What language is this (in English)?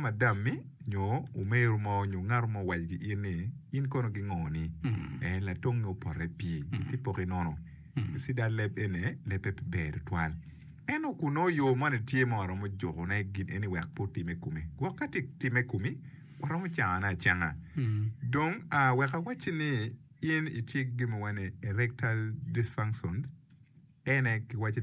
Acoli